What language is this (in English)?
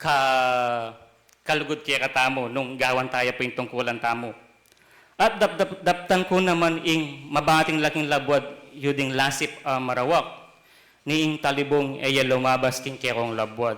Pampanga